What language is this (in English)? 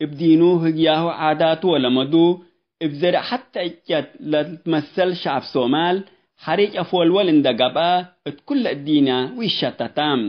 Tigre